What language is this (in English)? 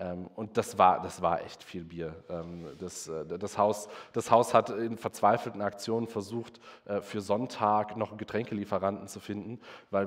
German